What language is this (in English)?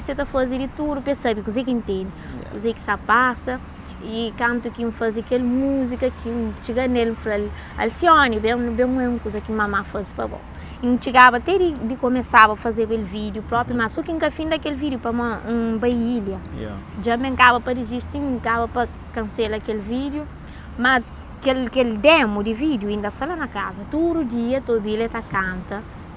Kabuverdianu